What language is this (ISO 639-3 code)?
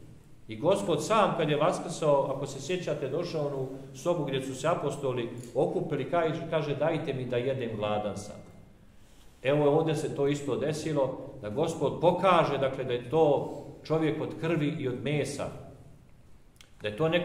srp